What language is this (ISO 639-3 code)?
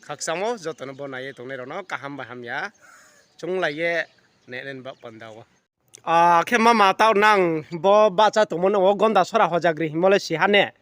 ria